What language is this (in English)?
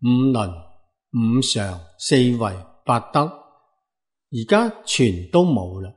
Cantonese